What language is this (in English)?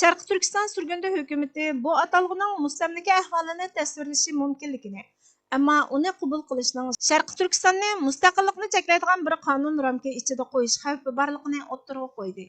Uyghur